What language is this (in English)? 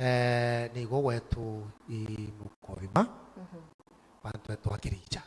Meru